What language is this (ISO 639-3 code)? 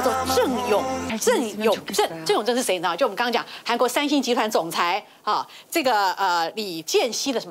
zho